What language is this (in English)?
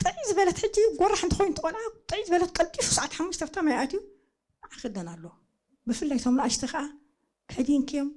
Tigrinya